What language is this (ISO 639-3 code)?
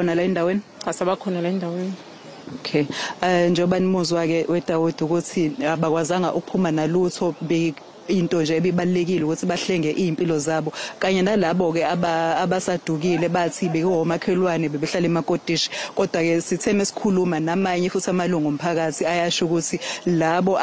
zul